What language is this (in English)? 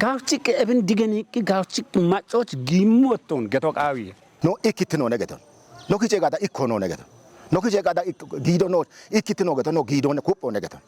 Kafa